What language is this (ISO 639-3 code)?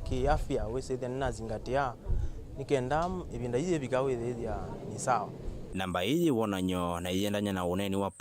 kam